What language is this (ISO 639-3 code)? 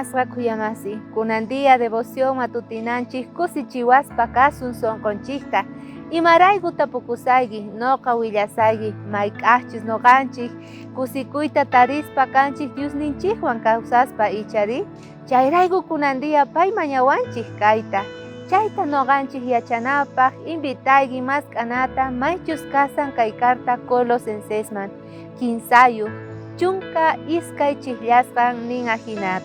quh